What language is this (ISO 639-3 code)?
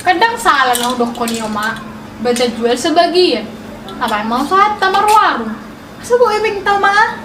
bbc